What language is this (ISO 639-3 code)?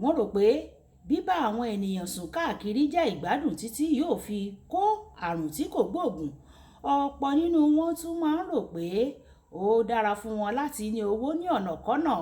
yor